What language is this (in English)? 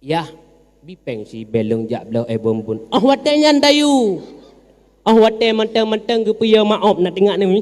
Achinese